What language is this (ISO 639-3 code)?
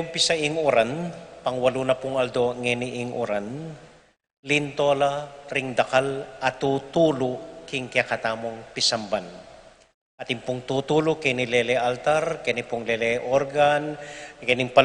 pam